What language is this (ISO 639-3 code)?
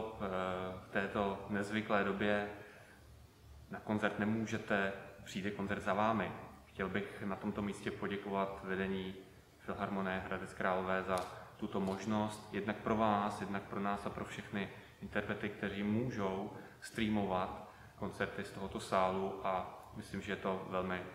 ces